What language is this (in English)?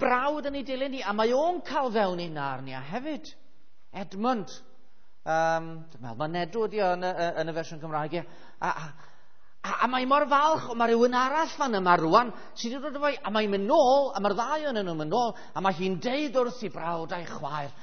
Welsh